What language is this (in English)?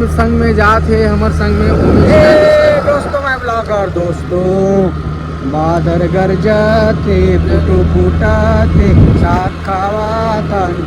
Chhattisgarhi